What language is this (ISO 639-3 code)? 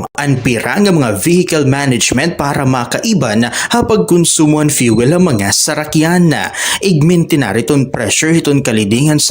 war